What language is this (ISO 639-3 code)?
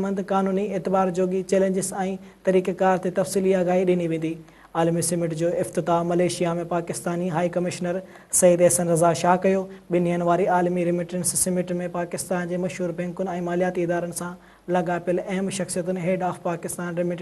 snd